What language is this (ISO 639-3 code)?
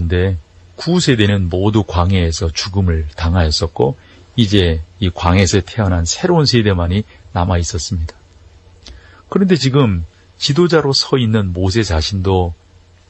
kor